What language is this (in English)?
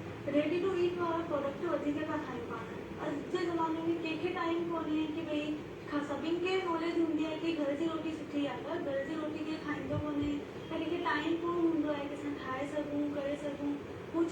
Sindhi